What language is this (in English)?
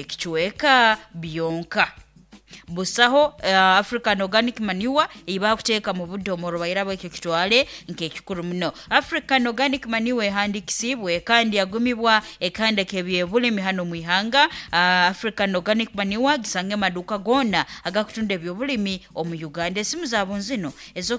Nyoro